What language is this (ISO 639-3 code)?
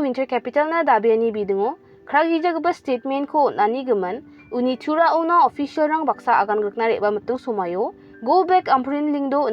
grt